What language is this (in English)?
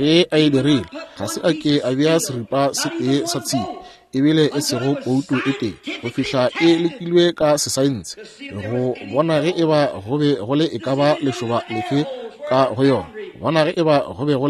Northern Sotho